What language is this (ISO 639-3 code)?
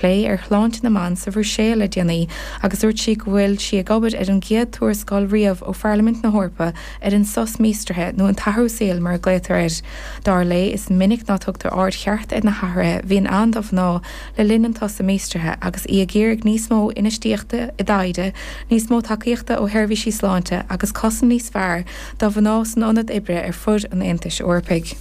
gle